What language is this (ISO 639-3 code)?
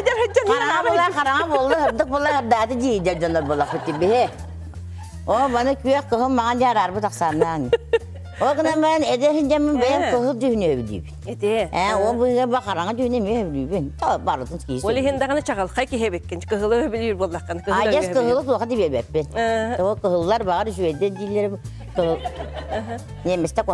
sah